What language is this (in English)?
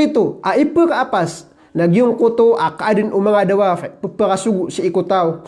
Maranao